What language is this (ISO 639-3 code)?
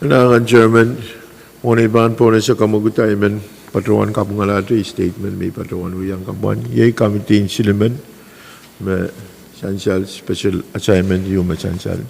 pon